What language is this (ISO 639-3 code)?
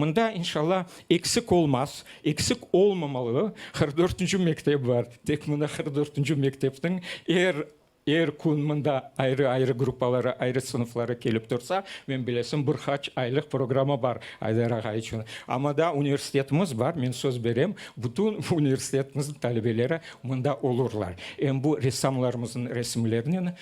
crh